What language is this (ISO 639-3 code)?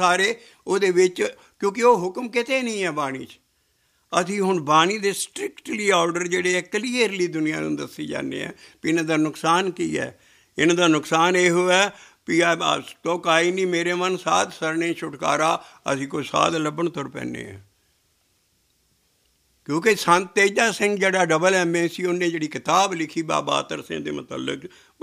pan